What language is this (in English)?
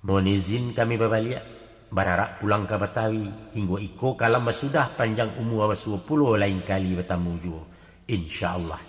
Minangkabau